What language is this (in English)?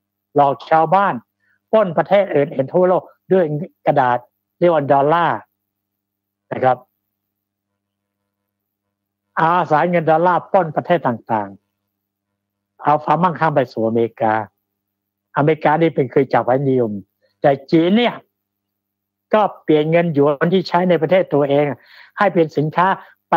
Thai